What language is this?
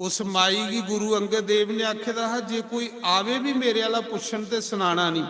Dogri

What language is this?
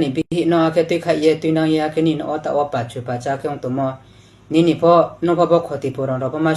Riang (India)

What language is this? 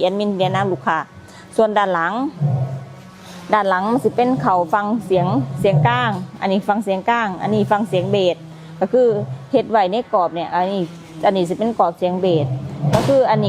Lao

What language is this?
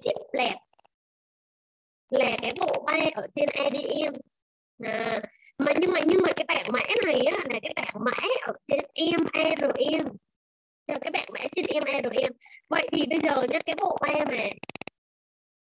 Vietnamese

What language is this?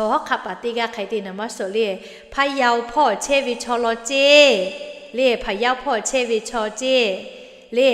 Lahu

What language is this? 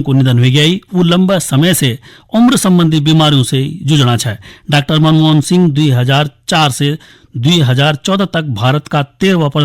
Garhwali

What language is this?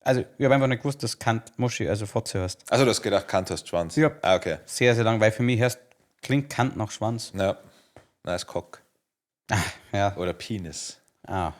Bavarian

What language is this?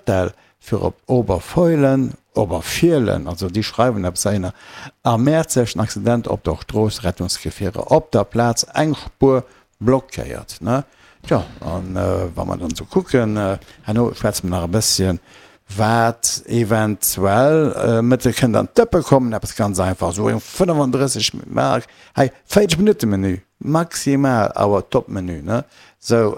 Luxembourgish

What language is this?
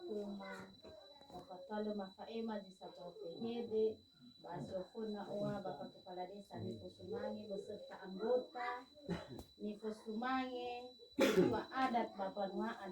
Nias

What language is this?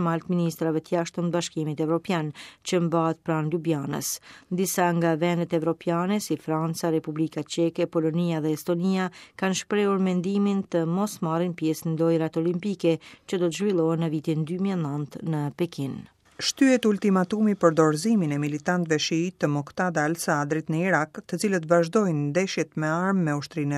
Albanian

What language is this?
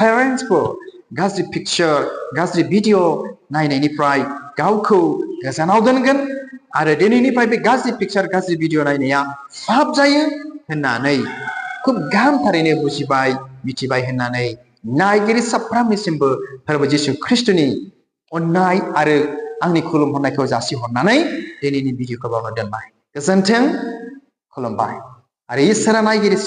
Bodo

